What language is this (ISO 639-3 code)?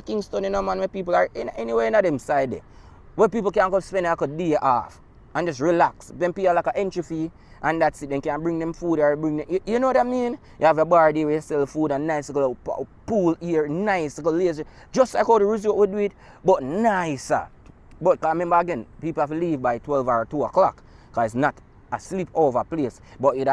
jam